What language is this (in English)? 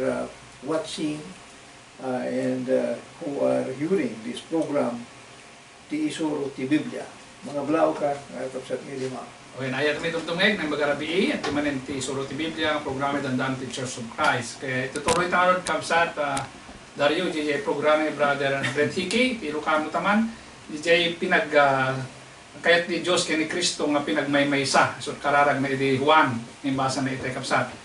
Iloko